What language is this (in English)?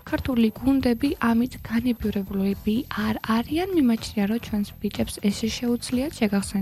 Georgian